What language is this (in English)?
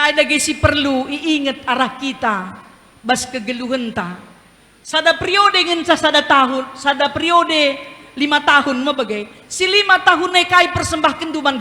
Batak Karo